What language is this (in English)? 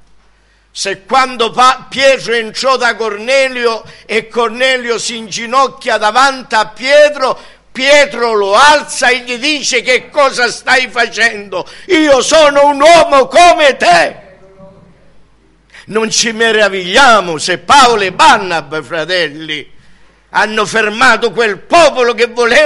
Italian